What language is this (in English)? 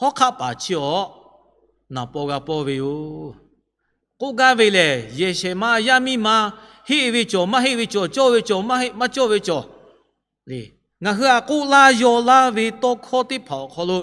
Lahu